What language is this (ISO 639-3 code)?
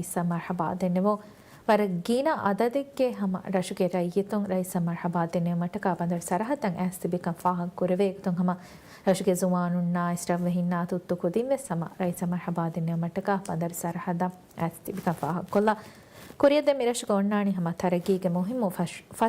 div